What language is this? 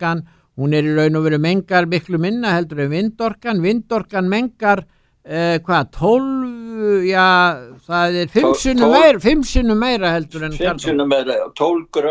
Icelandic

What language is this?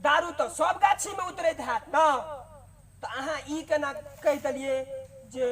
Maithili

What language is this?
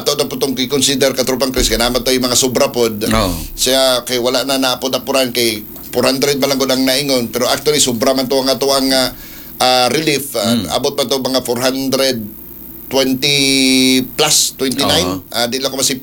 Cebuano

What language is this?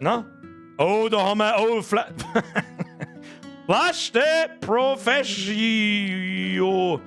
Bavarian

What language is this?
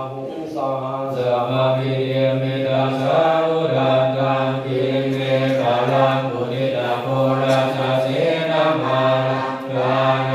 Pali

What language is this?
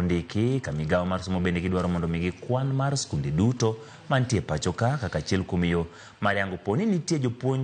Luo (Kenya and Tanzania)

